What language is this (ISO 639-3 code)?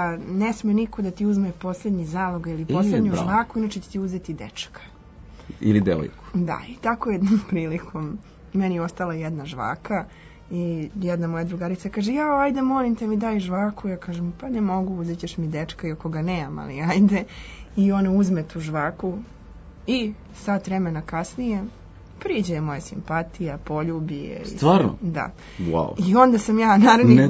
srp